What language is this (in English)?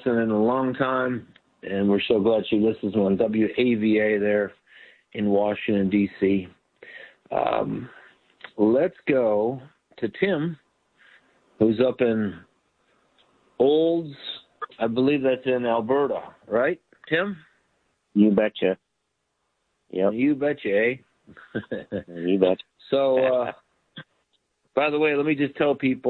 English